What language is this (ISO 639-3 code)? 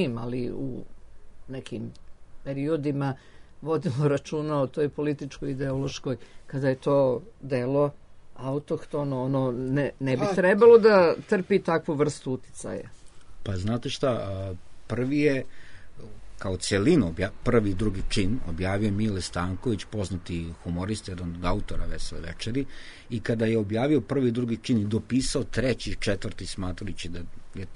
srp